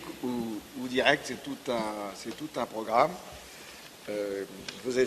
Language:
French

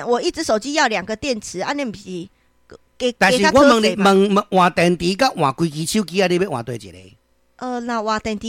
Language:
Min Nan Chinese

